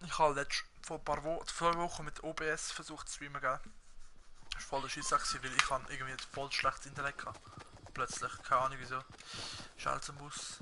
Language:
Swiss German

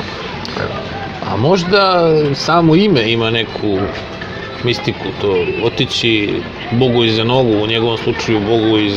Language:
Serbian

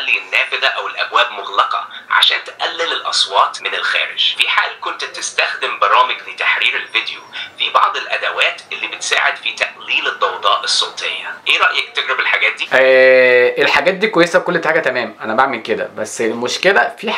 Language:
Egyptian Arabic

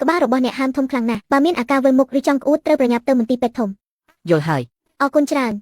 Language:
Khmer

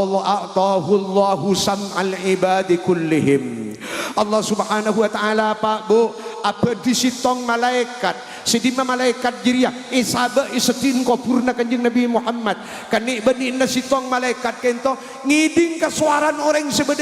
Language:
Madurese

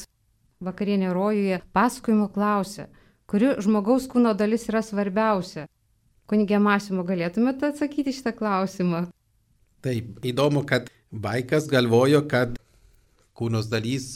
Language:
Lithuanian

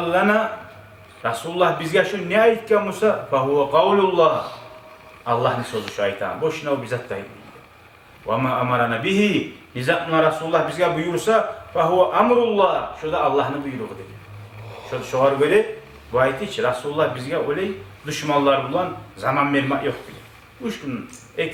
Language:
Kumyk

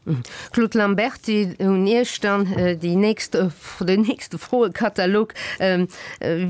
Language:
Luxembourgish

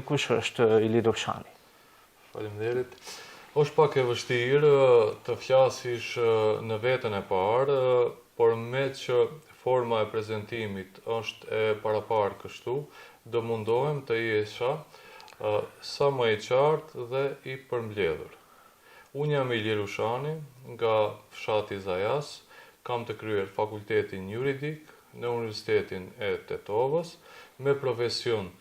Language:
Albanian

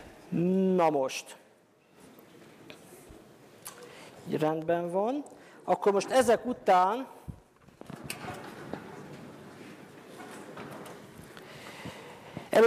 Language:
Hungarian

